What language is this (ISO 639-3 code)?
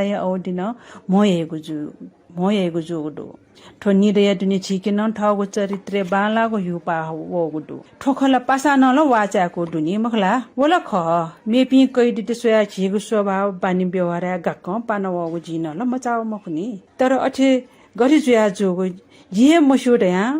new